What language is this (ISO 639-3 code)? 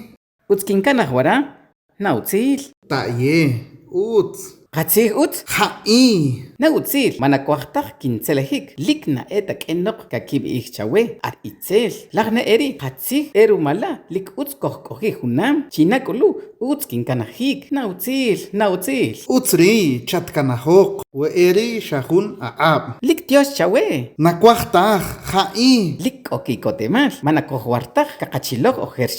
acr